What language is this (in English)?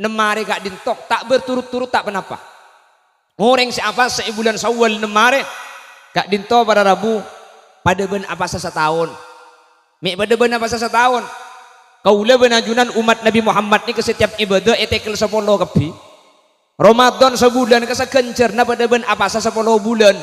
Madurese